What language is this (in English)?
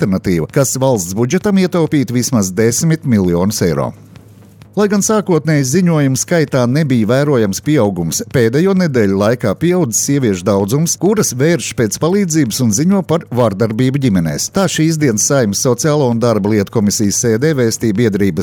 Latvian